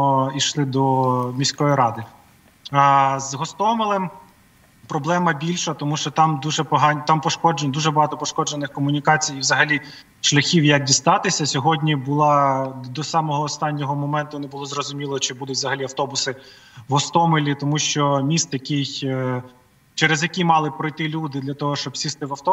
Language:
Ukrainian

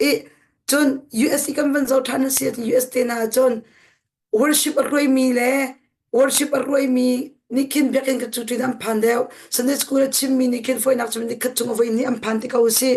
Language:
Hakha Chin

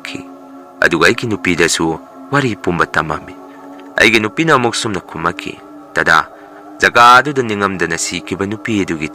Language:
Manipuri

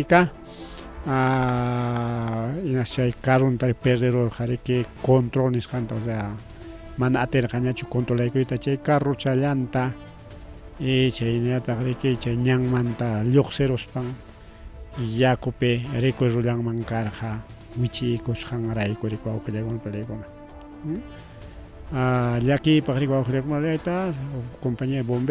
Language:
Ayacucho Quechua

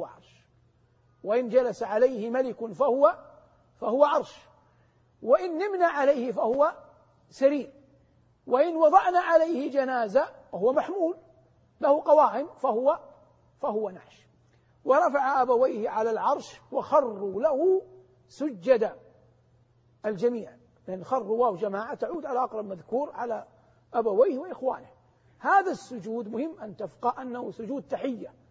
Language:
Arabic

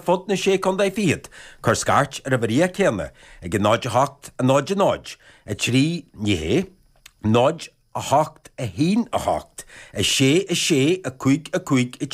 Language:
Irish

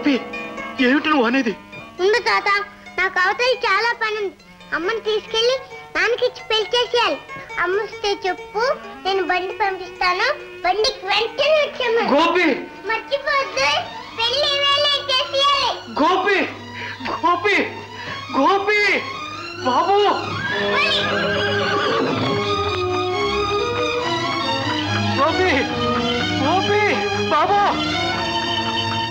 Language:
Telugu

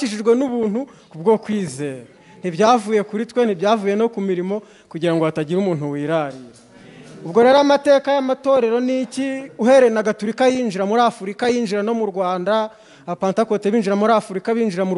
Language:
Kinyarwanda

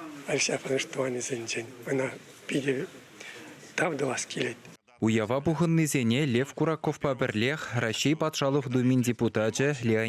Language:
Chuvash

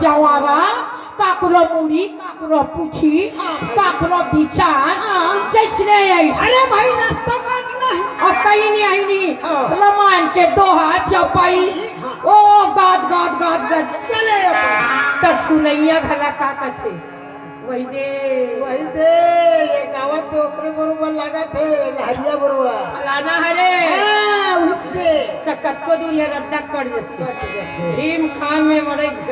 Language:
Chhattisgarhi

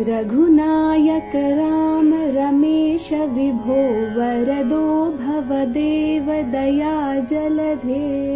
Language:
Sanskrit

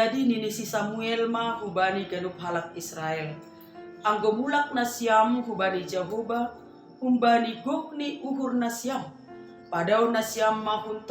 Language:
Batak Simalungun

